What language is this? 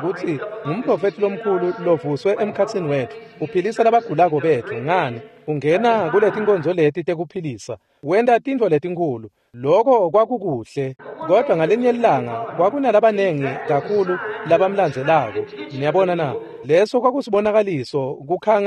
Swati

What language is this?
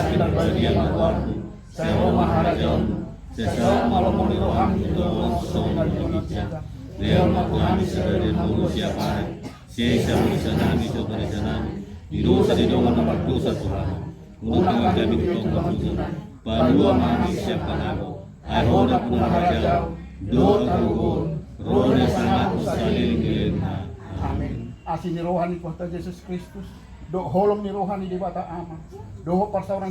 Batak Toba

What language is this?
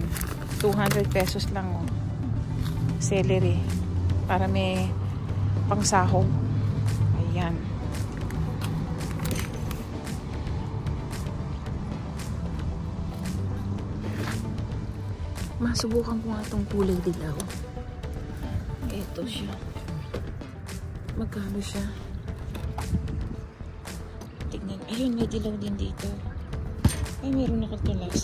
Filipino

